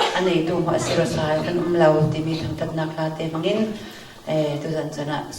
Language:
Falam Chin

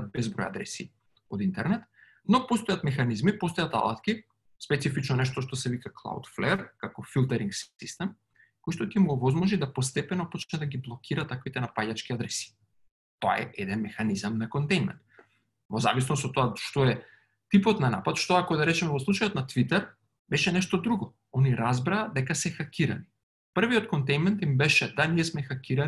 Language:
Macedonian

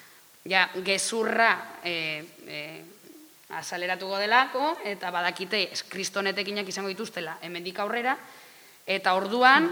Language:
Basque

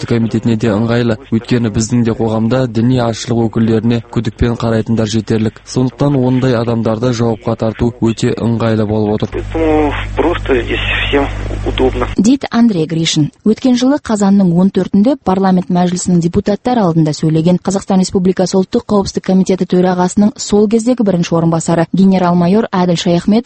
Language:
Kazakh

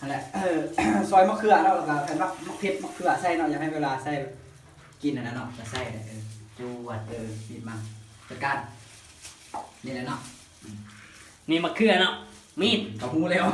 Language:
Lao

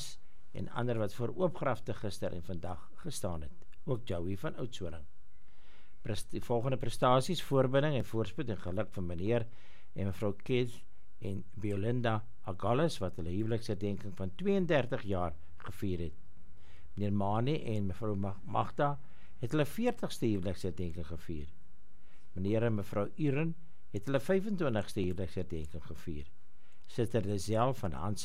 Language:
Afrikaans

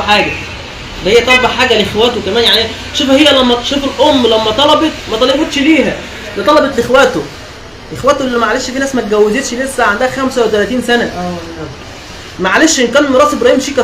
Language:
Egyptian Arabic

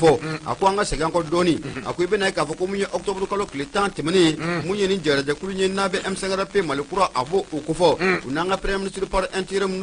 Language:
Bambara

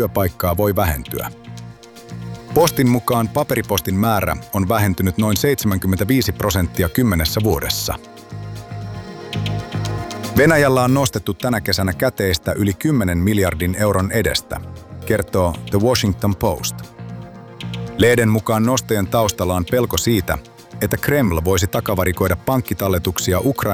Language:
Finnish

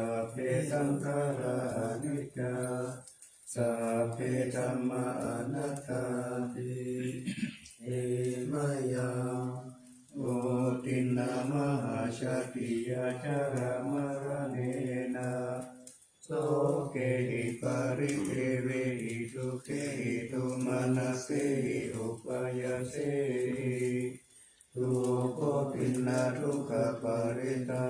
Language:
Pali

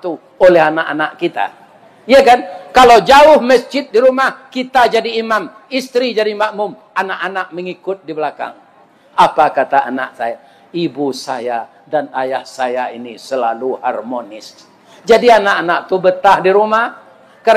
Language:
Minangkabau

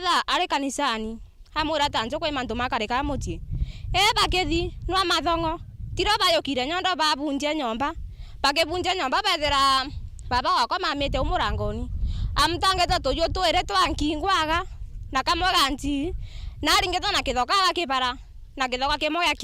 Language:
Meru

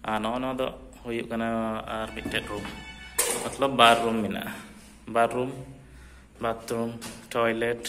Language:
Santali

